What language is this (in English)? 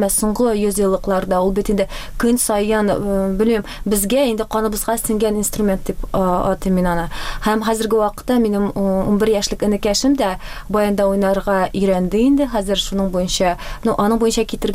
Tatar